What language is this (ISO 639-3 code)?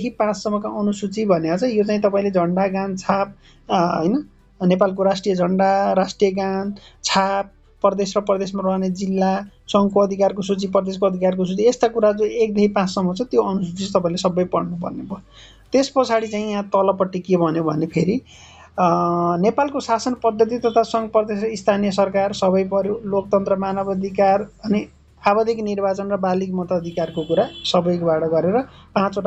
nep